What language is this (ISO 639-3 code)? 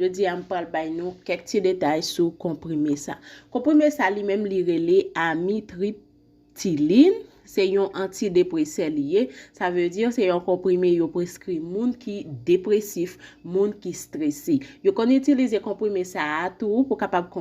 hat